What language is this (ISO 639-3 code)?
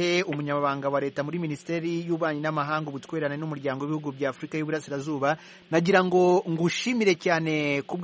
kin